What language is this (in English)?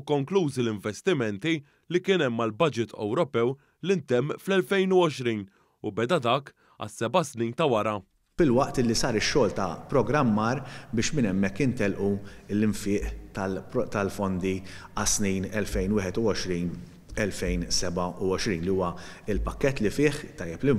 Maltese